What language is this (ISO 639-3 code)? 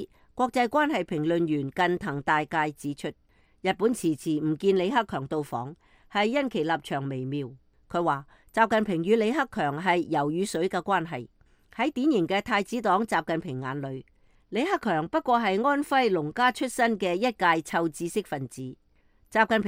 yue